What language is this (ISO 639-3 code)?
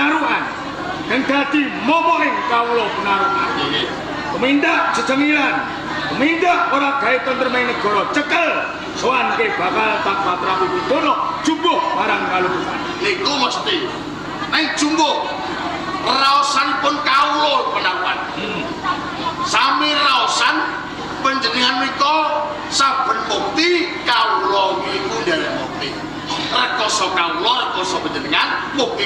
jav